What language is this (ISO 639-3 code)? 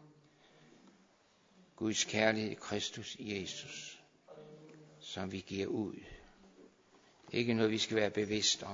dan